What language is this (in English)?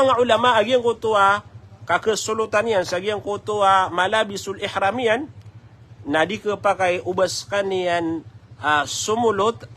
Maranao